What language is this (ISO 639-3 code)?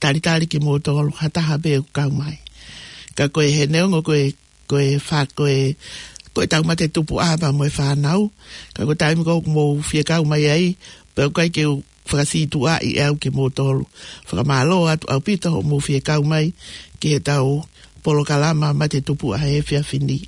ton